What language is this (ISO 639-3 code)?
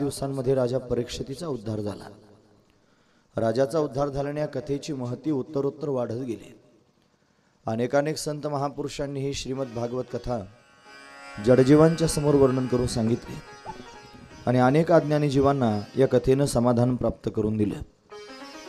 mar